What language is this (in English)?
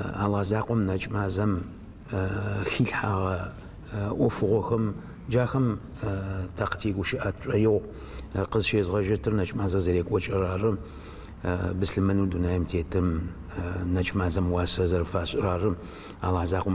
Adyghe